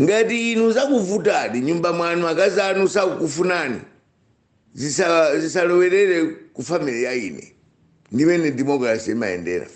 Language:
Nyanja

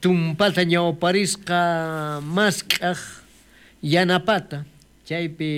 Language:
South Bolivian Quechua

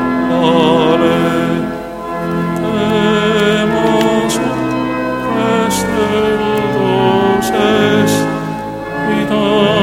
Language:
Estonian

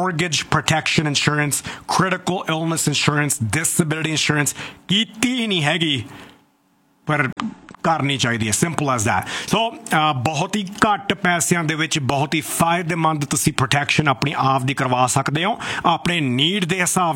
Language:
Punjabi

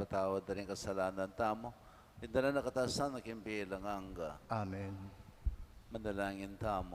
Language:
Pampanga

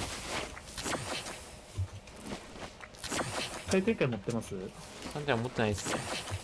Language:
Japanese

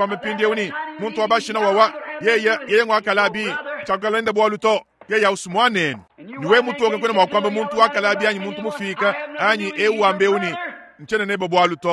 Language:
Luba-Lulua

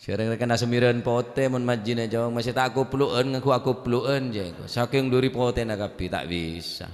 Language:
Madurese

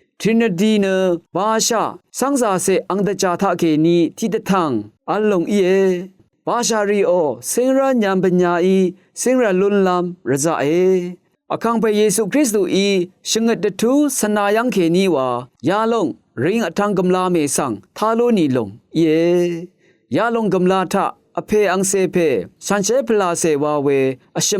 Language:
Rawang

